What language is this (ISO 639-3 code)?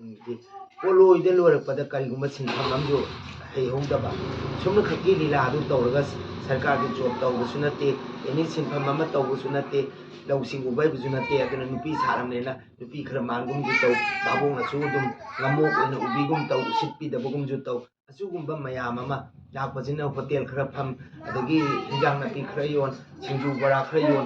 mni